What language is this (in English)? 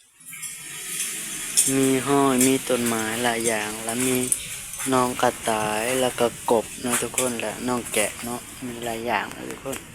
Lao